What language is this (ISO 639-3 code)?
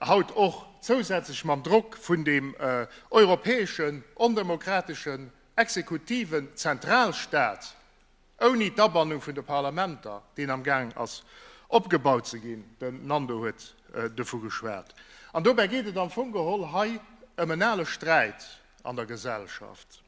ltz